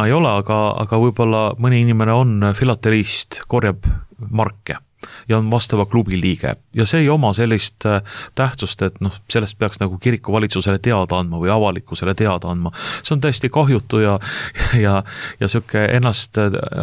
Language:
Estonian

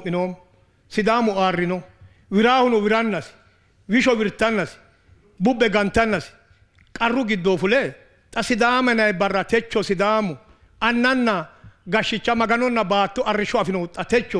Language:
Sidamo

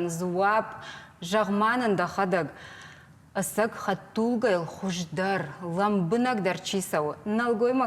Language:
Ossetic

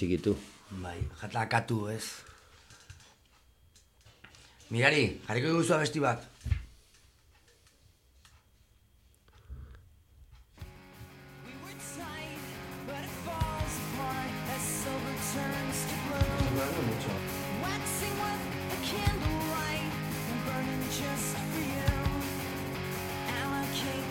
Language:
Basque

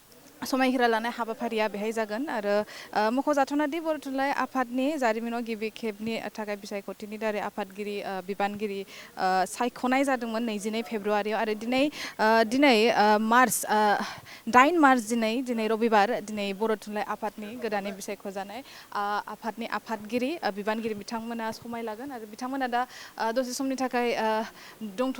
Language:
Bodo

